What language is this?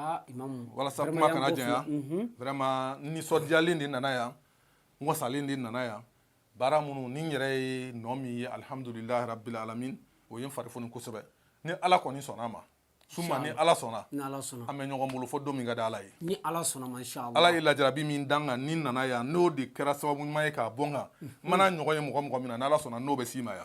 Bambara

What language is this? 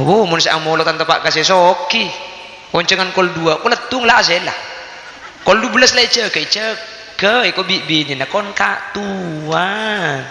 Madurese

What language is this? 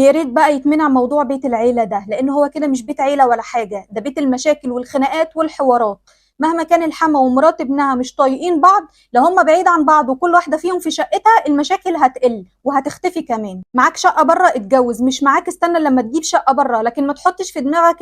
Egyptian Arabic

